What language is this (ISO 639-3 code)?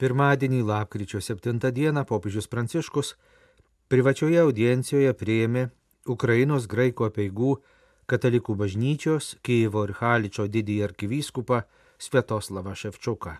lit